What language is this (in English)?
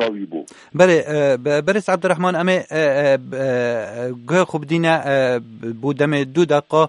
Kurdish